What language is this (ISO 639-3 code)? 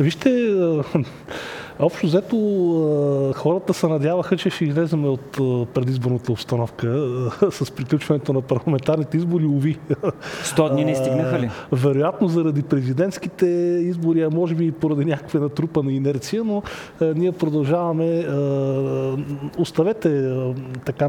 bul